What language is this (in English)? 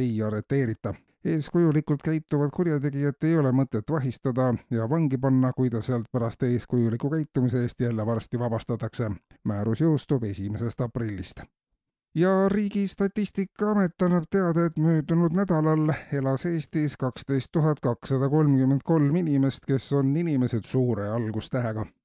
Estonian